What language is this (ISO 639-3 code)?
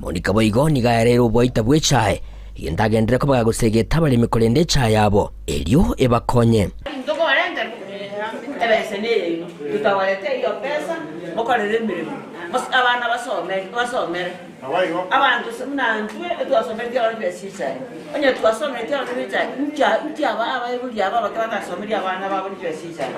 guz